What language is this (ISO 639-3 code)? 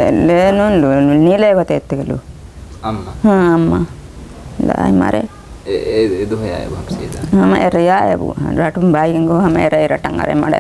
div